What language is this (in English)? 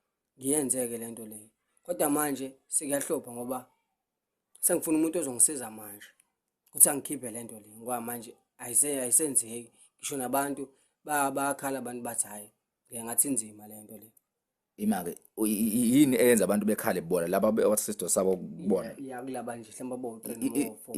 Zulu